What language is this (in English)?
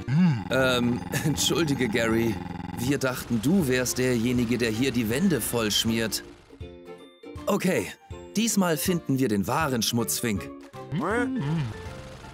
German